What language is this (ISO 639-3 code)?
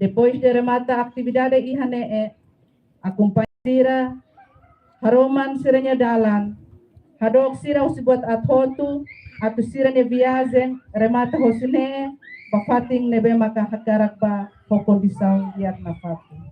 tet